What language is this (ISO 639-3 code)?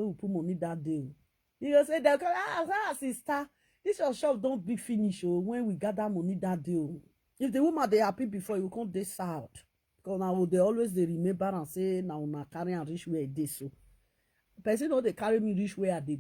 pcm